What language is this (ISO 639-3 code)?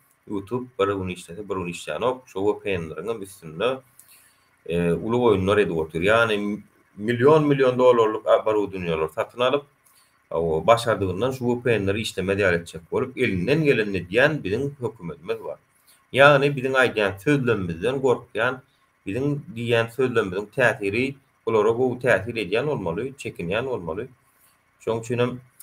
tuk